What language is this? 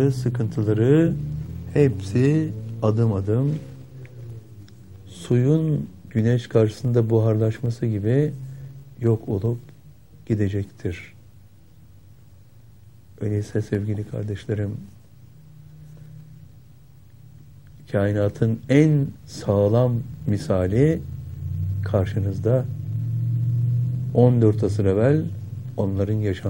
Turkish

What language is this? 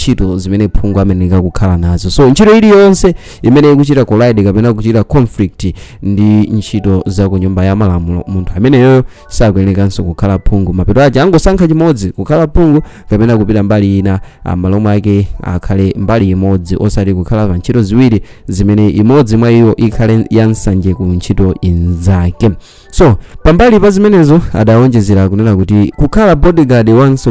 Nyanja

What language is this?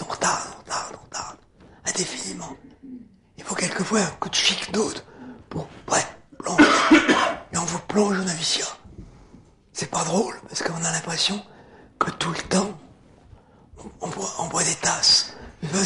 French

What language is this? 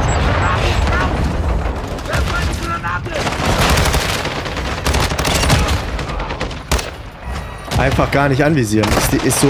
German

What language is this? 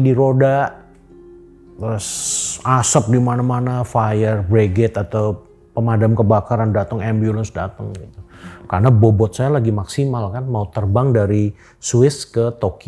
Indonesian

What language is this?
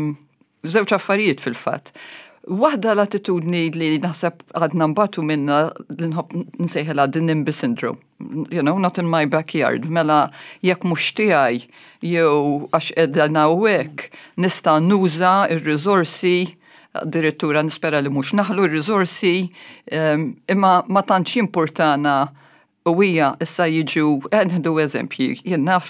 Maltese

